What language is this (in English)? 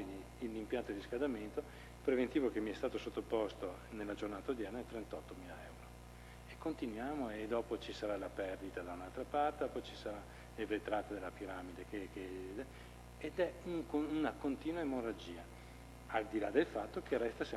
Italian